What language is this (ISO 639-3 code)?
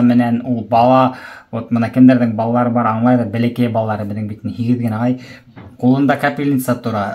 bak